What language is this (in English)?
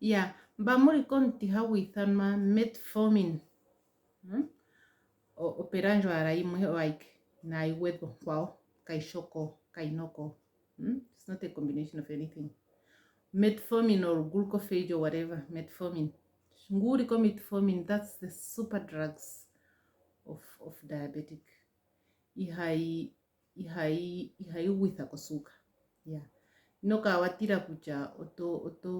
Ndonga